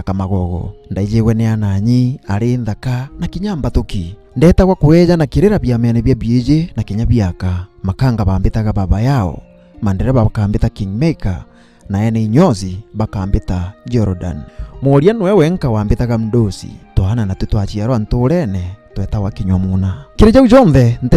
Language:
Meru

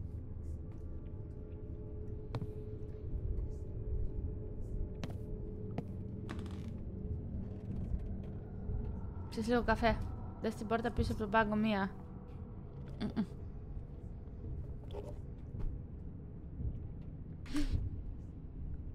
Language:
Greek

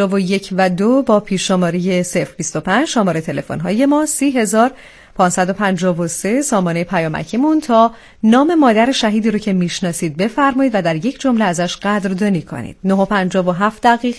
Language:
Persian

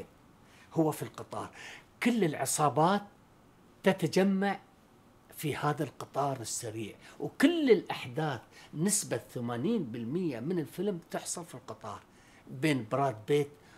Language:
Arabic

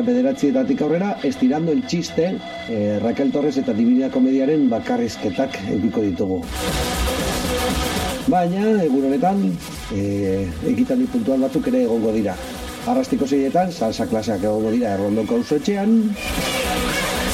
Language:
Basque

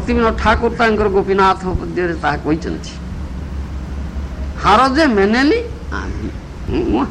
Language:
Odia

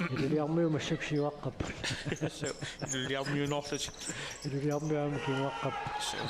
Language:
Kalaallisut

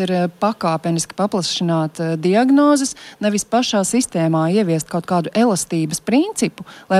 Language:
Latvian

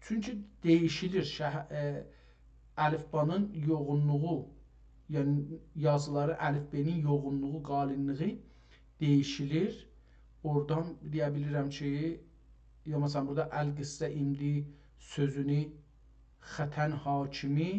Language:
South Azerbaijani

